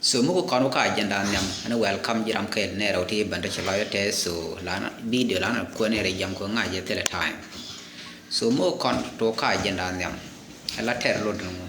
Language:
Nuer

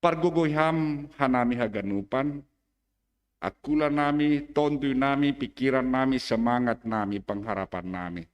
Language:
Batak Simalungun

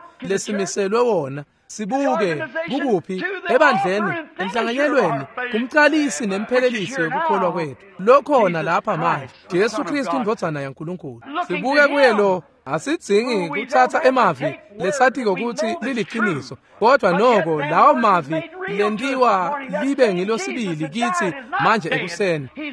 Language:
Swati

